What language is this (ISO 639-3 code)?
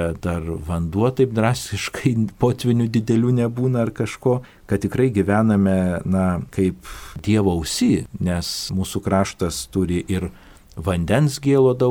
lit